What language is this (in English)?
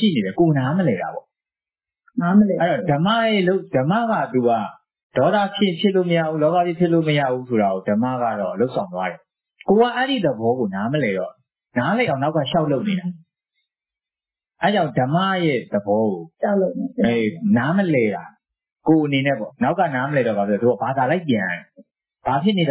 Burmese